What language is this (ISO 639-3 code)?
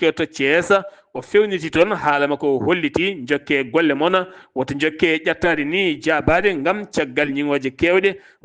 ful